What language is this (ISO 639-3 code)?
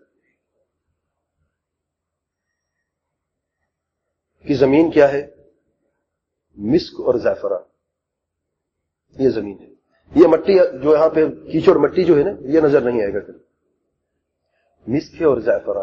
urd